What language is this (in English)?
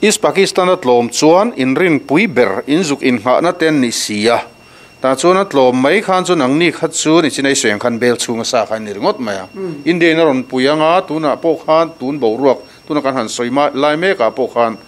Mizo